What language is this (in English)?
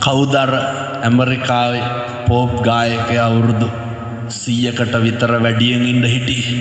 Sinhala